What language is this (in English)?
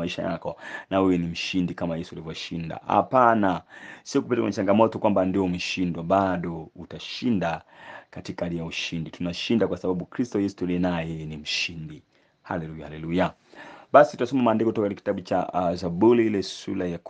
Swahili